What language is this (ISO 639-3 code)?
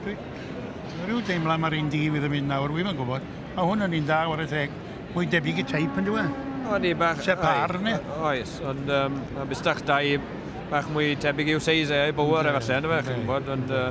cym